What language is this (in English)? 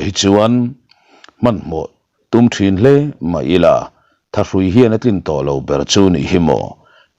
Mizo